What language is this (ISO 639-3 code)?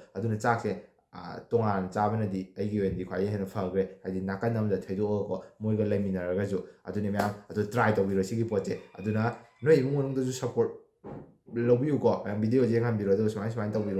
mni